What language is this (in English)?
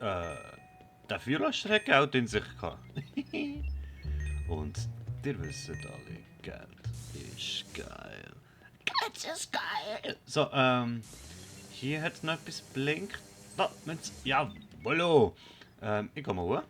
Swiss German